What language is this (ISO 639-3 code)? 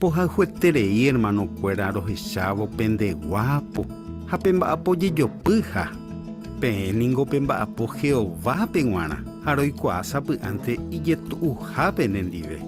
grn